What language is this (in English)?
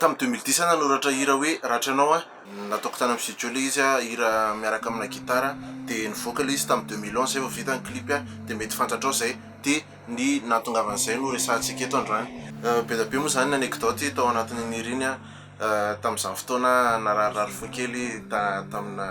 Malagasy